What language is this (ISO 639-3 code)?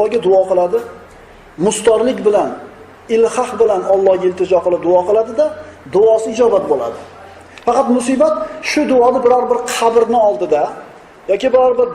uzb